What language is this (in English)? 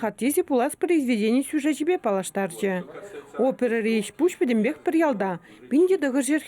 Chuvash